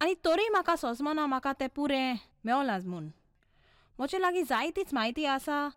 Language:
Konkani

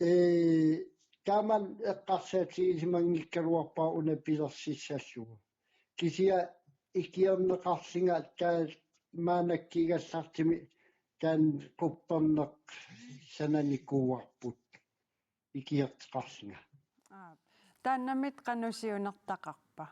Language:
Kalaallisut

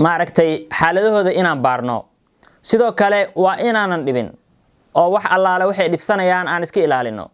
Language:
Somali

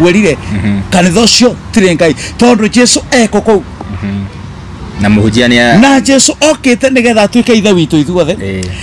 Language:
Kikuyu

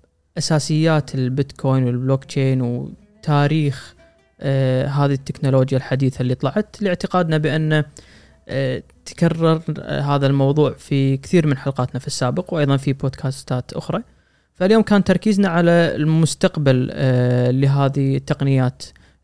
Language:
Gulf Arabic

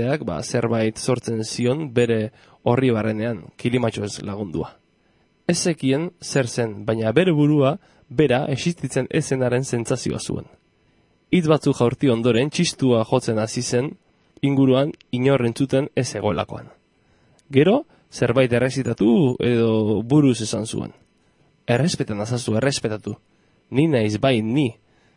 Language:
Basque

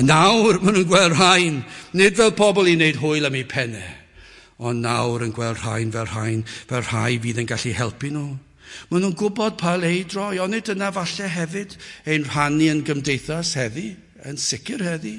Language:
Welsh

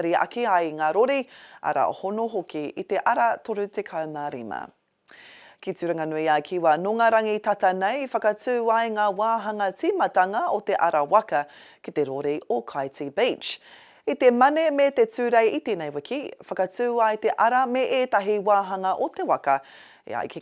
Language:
Māori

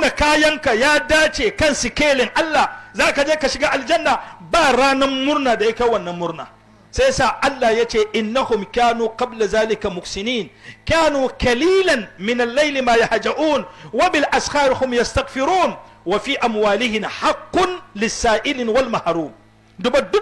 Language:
Hausa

